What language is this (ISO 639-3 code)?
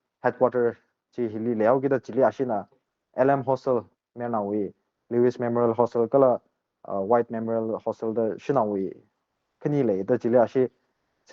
nmf